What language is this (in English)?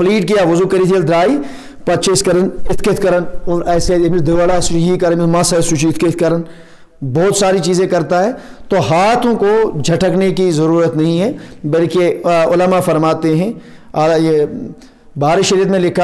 Urdu